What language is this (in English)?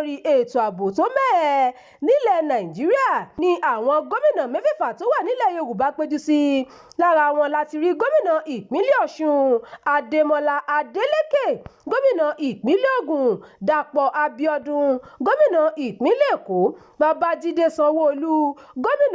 Yoruba